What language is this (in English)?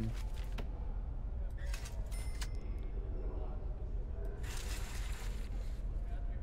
Dutch